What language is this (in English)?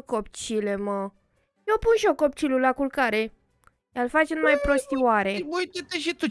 Romanian